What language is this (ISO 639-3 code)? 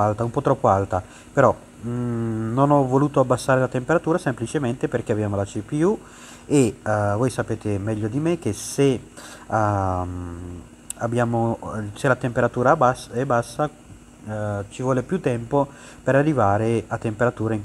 ita